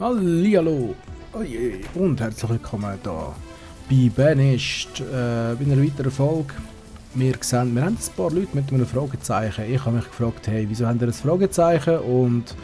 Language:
Swiss German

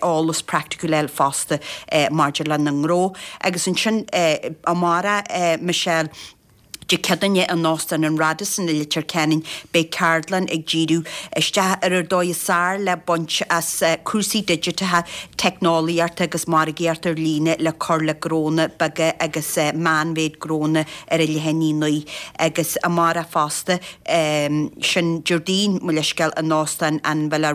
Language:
Irish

